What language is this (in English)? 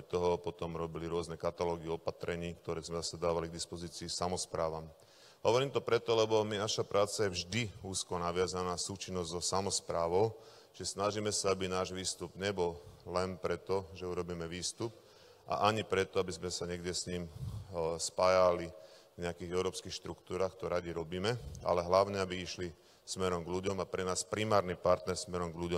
Slovak